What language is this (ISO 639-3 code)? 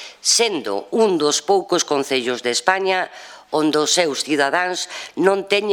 glg